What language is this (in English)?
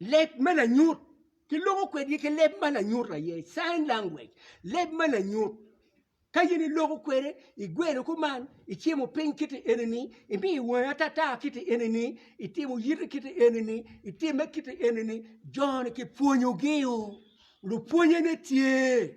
Acoli